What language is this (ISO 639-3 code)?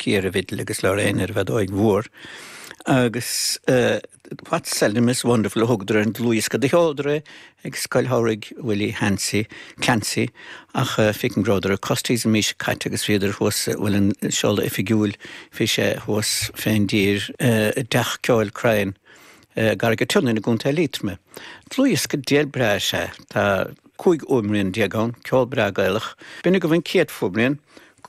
gle